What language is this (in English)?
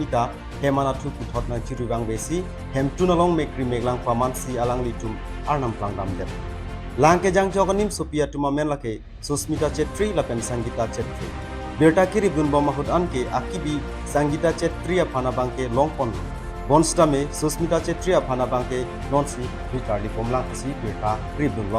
Karbi